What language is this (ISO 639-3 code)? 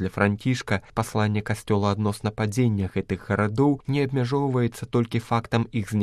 bel